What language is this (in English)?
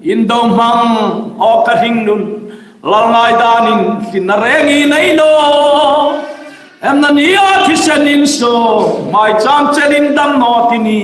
Hmar